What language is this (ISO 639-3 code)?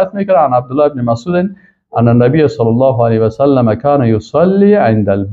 fas